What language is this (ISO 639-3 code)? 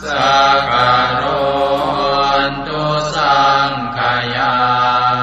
pli